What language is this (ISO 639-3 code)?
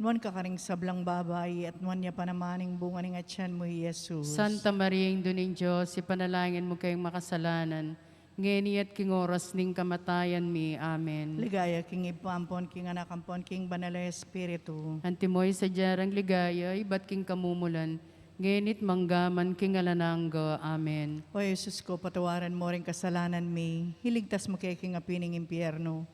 pam